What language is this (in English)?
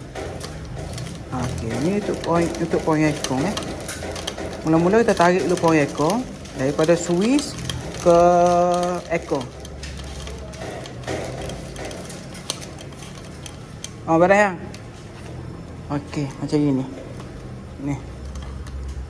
Malay